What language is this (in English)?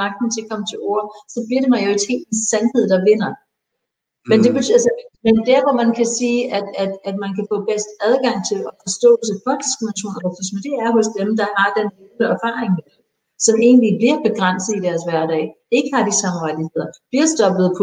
Danish